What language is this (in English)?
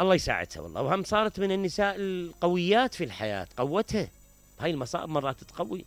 Mesopotamian Arabic